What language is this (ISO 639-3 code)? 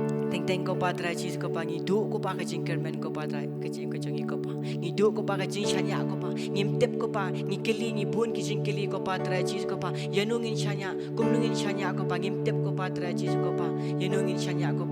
kha